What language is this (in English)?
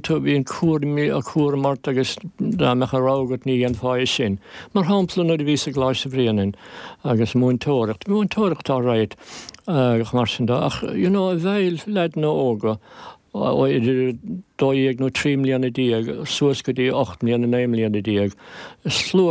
Irish